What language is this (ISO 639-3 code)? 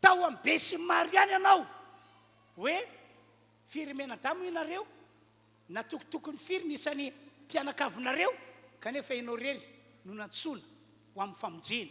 mlg